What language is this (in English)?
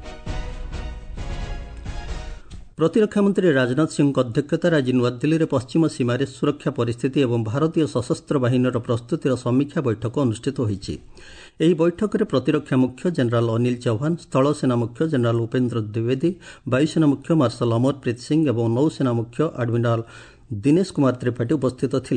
Odia